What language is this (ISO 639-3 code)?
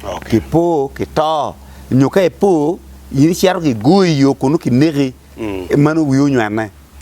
ach